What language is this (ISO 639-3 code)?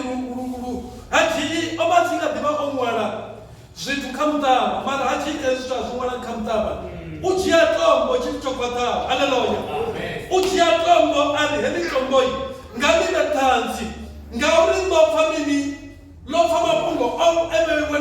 ven